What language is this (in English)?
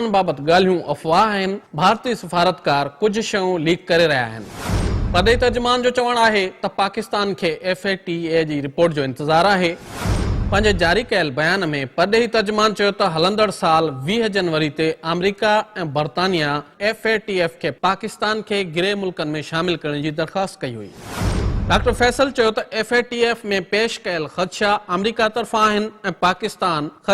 Sindhi